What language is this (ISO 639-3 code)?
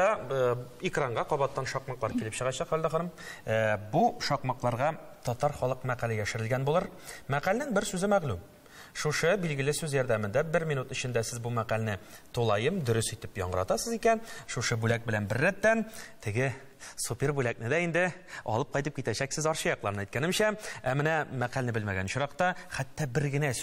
tat